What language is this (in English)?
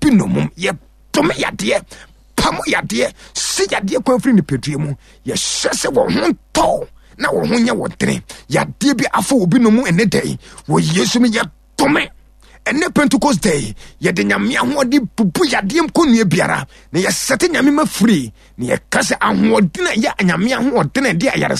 Akan